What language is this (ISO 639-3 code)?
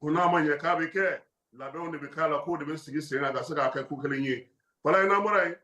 bam